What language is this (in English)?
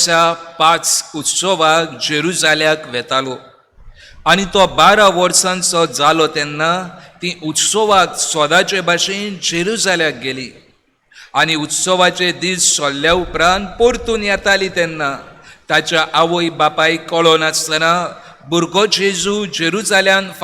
Konkani